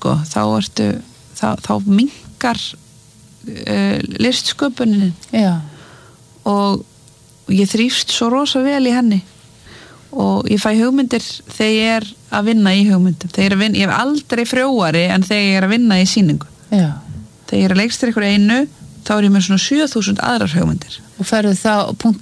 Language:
Icelandic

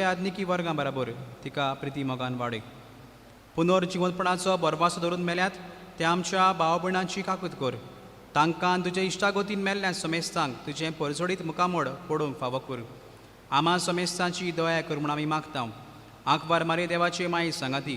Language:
Konkani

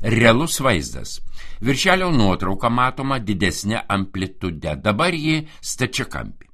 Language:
Lithuanian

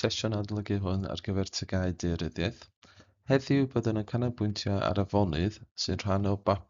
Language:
Welsh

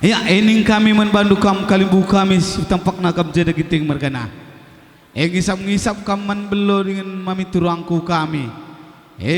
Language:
Batak Karo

